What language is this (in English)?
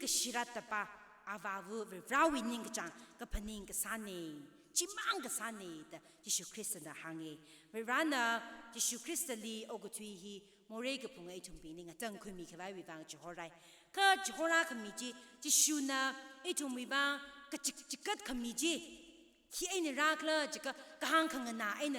Tangkhul Naga (India)